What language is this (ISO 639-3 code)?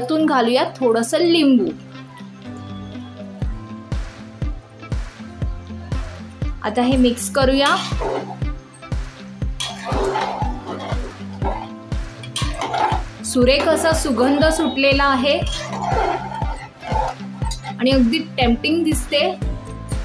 mar